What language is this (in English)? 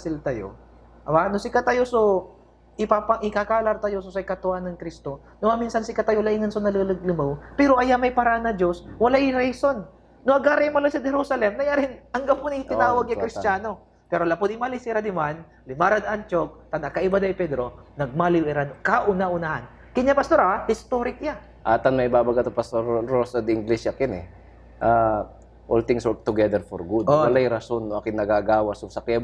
Pangasinan